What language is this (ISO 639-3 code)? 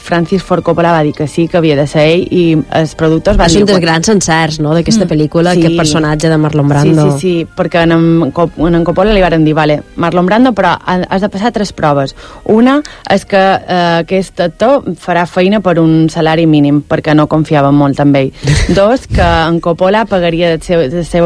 cat